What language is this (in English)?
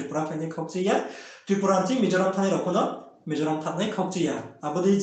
Riang (India)